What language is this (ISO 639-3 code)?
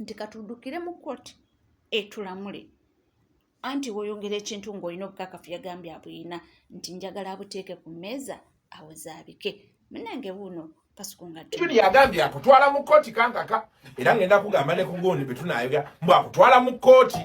lug